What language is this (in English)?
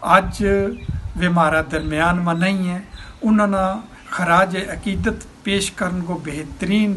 Gujari